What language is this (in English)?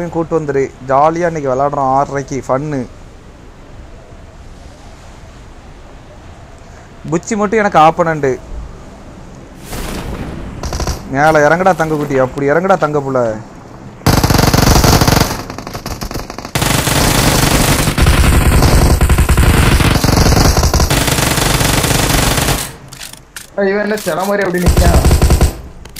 Tamil